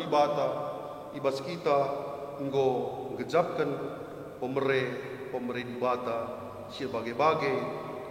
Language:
Batak Karo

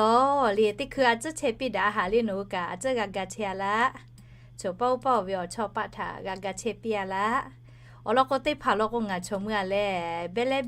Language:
Lahu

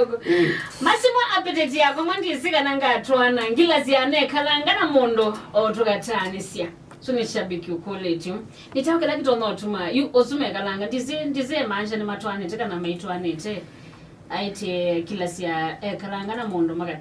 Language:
Kamba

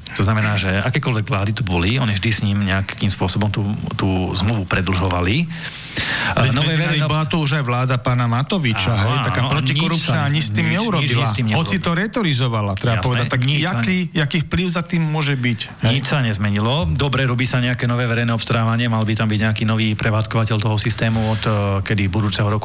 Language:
Slovak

